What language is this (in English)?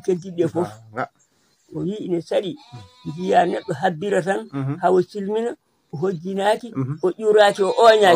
Fula